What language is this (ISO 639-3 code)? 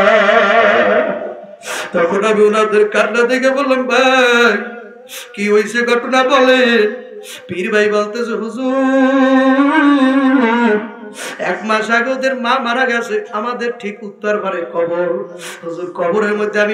ben